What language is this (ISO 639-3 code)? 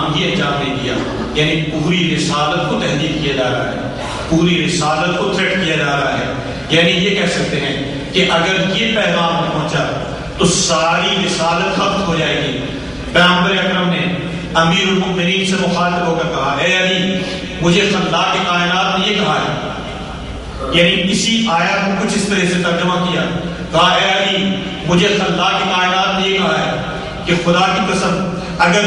urd